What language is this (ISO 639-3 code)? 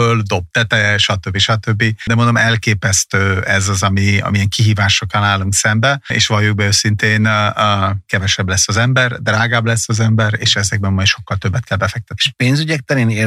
hun